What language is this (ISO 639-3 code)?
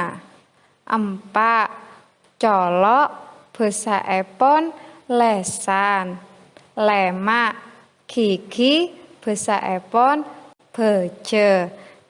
mad